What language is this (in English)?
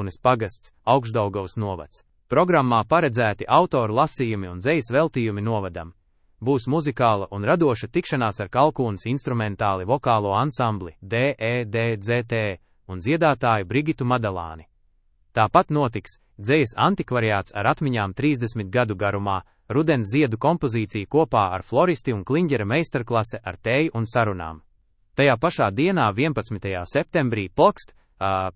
Latvian